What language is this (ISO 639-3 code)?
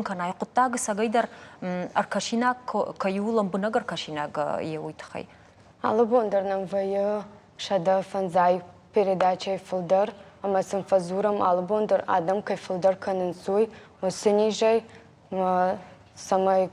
oss